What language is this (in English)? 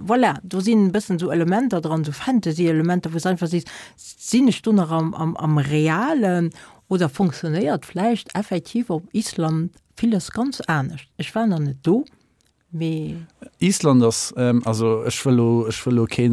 Luxembourgish